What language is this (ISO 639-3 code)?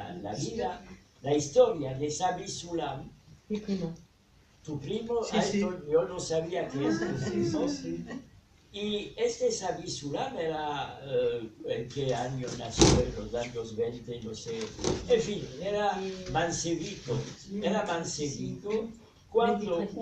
lad